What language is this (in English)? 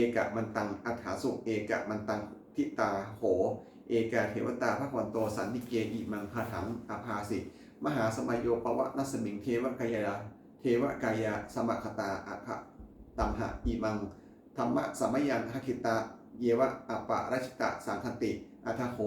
Pali